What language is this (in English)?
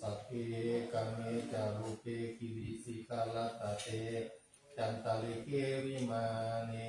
Pali